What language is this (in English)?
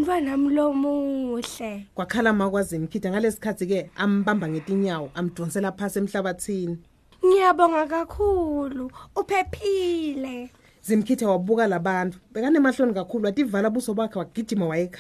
Swati